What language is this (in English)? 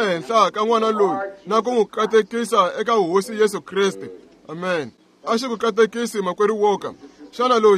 Tsonga